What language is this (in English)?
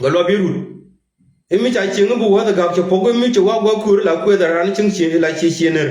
Nuer